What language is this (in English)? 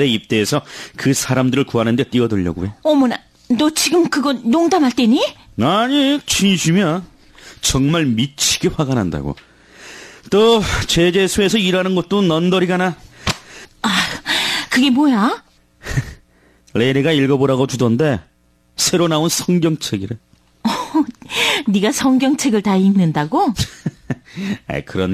Korean